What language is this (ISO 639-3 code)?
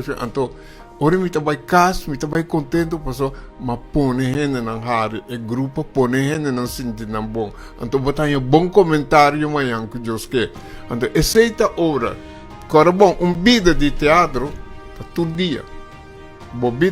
pap